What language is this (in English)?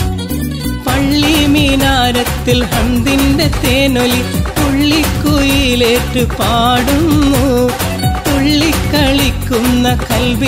Malayalam